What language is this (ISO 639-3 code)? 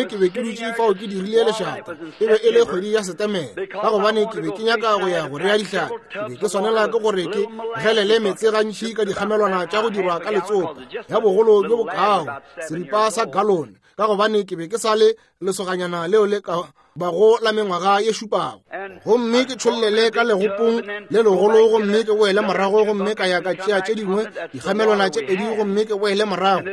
nso